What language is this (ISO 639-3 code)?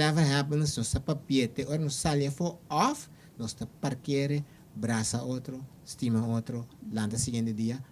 pap